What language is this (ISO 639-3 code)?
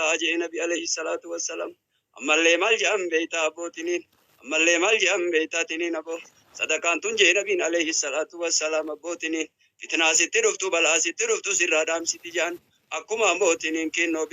orm